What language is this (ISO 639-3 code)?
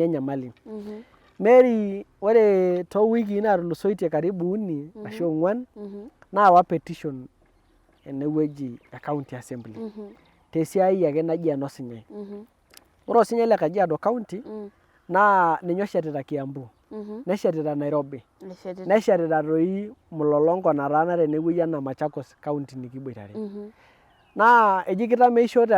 mas